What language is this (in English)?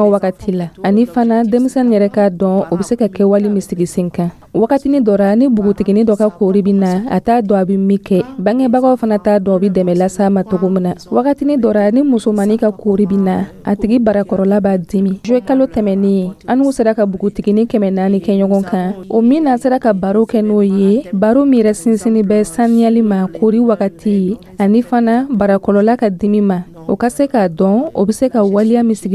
Dyula